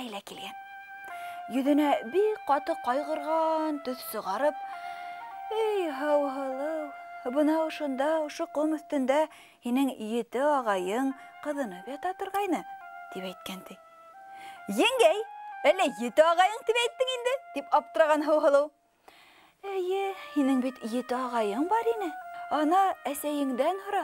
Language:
Bashkir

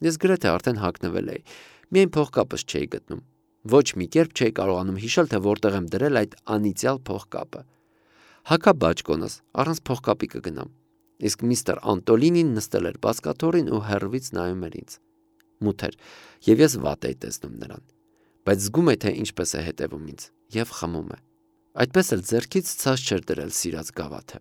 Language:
Armenian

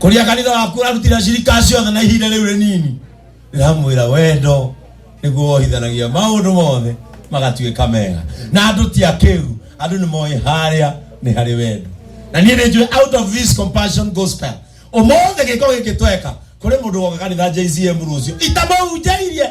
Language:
Kikuyu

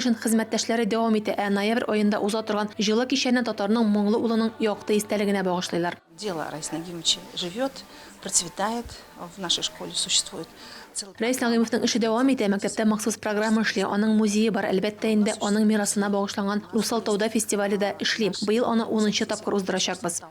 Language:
Tatar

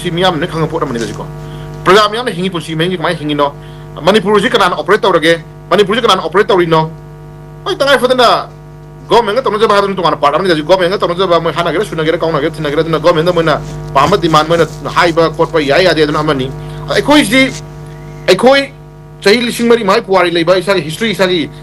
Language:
Manipuri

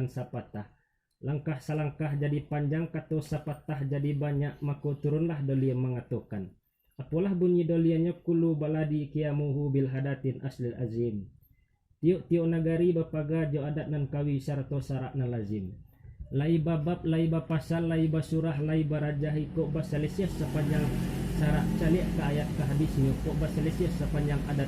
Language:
Minangkabau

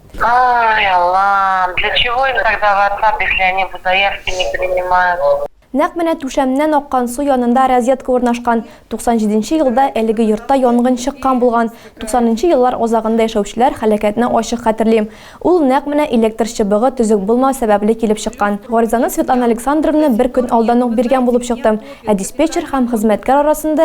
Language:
Tatar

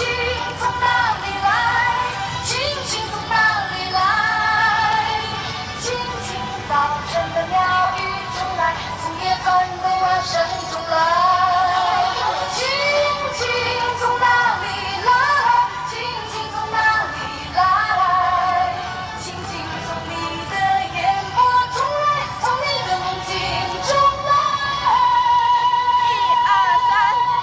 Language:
Chinese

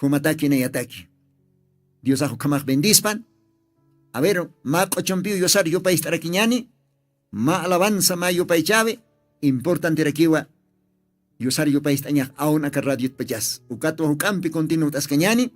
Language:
Aymara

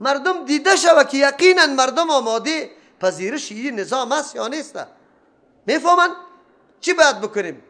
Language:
Persian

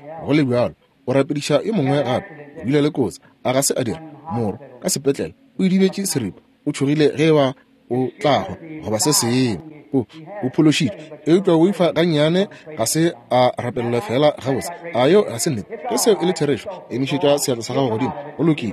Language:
Northern Sotho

